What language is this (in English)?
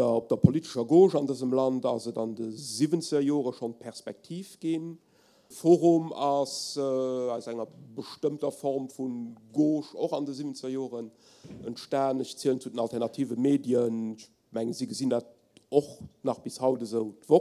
Luxembourgish